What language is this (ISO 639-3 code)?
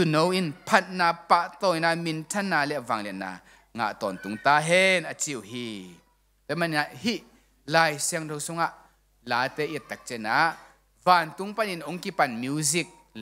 ctd